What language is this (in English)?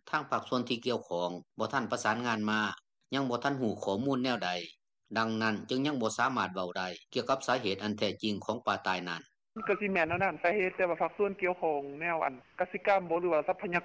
Lao